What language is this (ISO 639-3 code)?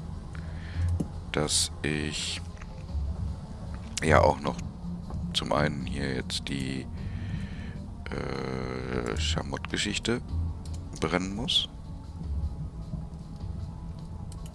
deu